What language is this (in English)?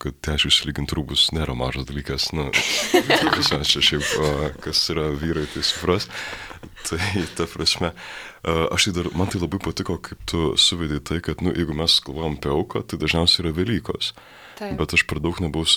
Lithuanian